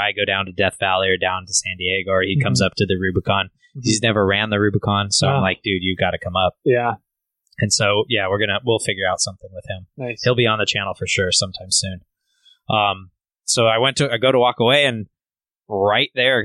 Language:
English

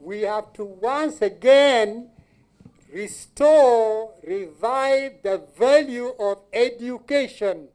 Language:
Acoli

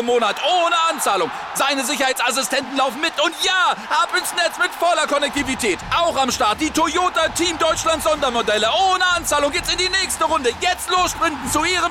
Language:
German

